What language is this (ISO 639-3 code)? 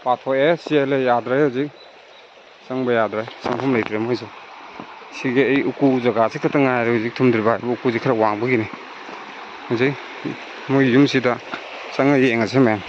mni